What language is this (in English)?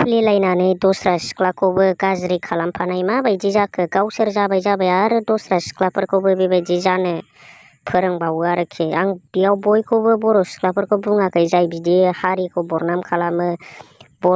Bodo